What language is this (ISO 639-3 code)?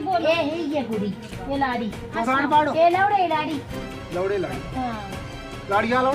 doi